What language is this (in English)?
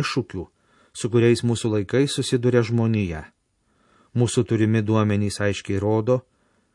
Lithuanian